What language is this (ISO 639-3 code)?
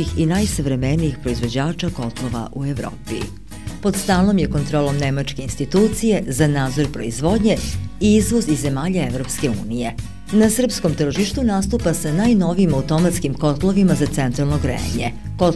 srp